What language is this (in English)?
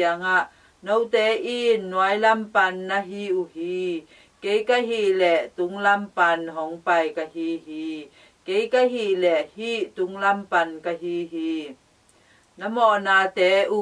Tedim Chin